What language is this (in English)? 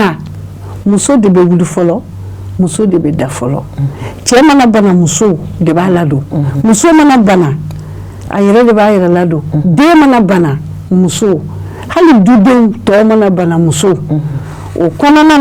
Bambara